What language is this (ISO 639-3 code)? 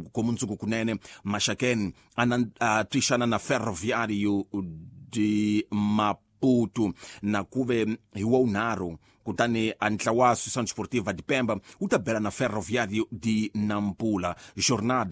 tso